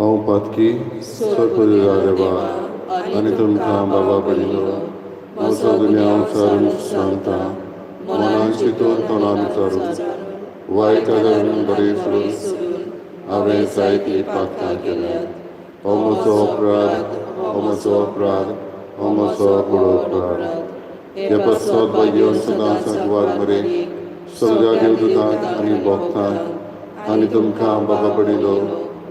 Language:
Konkani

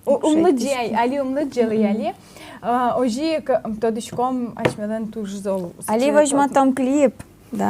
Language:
Udmurt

